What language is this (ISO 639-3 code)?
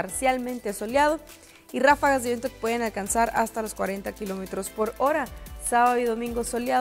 spa